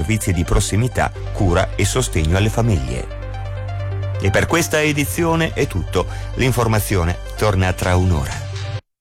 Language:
Italian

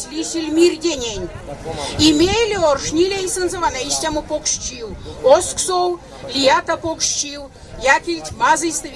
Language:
Erzya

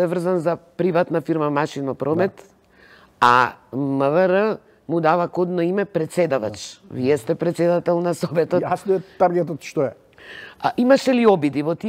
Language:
Macedonian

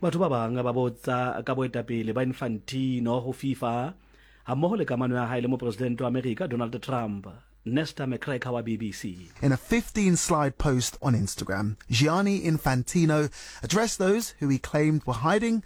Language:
Southern Sotho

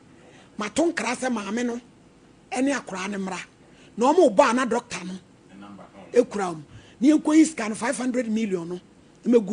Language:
Akan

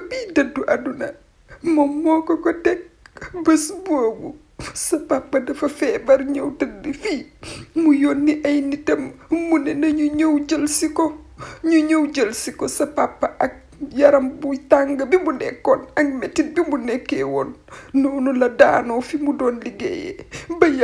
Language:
Wolof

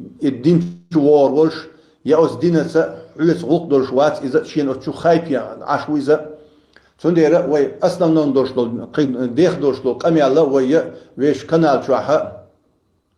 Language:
Chechen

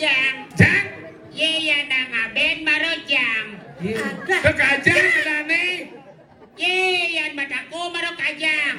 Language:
Balinese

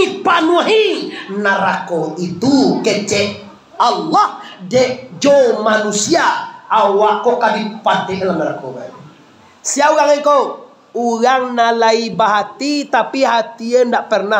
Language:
Minangkabau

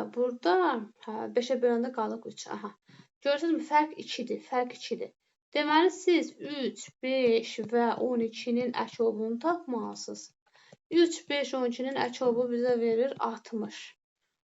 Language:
Azerbaijani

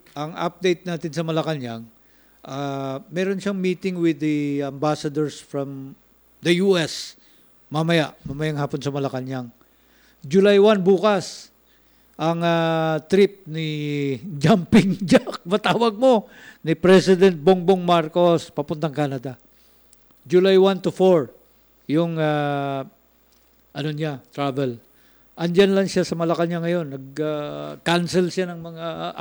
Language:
Filipino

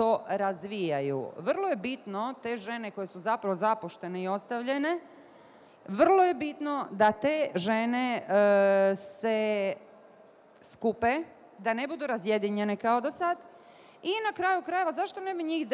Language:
Bosnian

